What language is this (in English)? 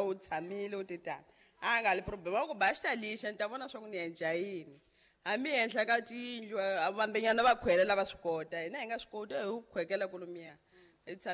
Tsonga